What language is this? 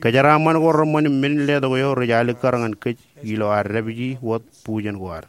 Marshallese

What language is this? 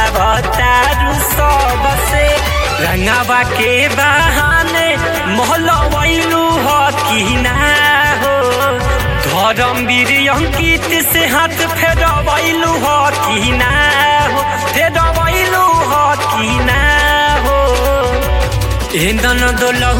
Bhojpuri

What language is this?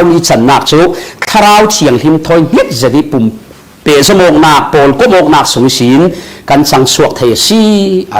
Falam Chin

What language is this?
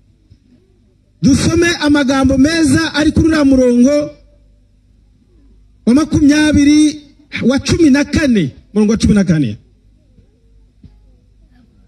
Kinyarwanda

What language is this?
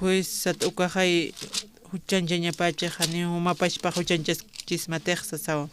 Aymara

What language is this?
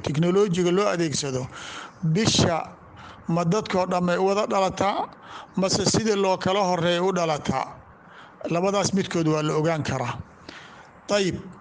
Somali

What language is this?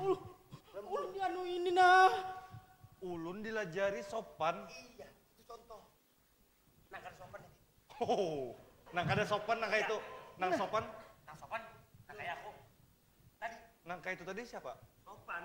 Banjar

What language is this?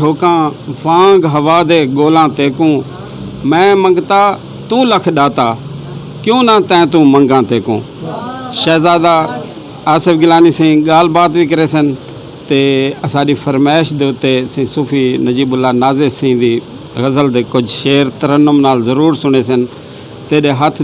Saraiki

